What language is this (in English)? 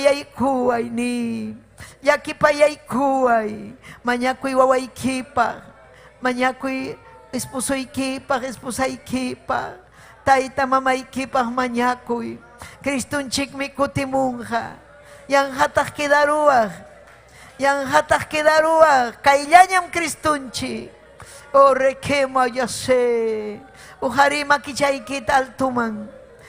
Ayacucho Quechua